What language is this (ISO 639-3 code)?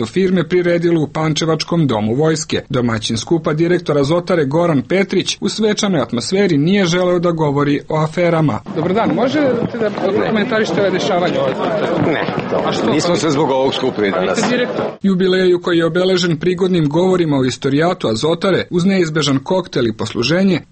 srp